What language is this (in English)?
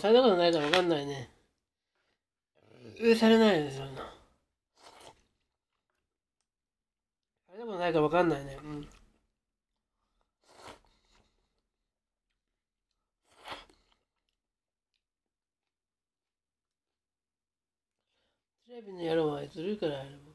Japanese